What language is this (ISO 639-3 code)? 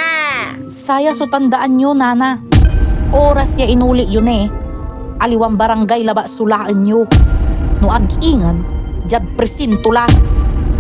pag